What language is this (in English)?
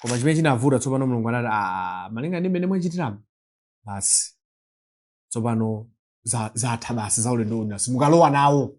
Nyanja